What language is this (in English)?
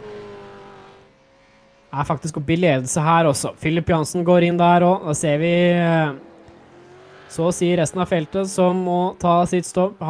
Norwegian